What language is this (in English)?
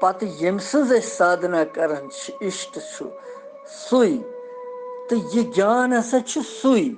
Kashmiri